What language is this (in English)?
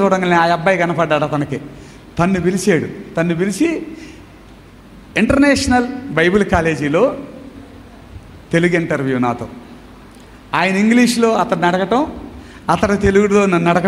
Telugu